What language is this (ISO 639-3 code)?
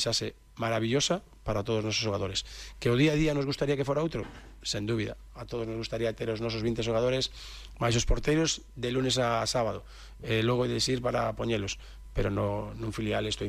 glg